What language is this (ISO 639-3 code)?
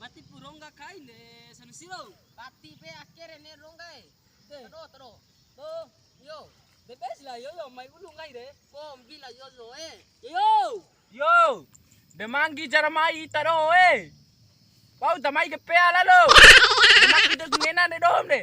bhp